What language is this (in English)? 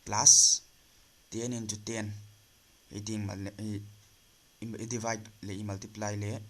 Paite Chin